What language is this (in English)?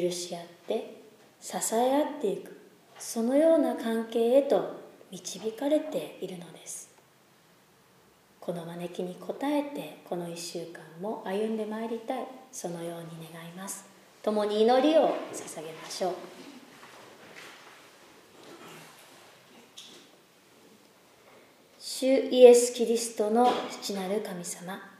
Japanese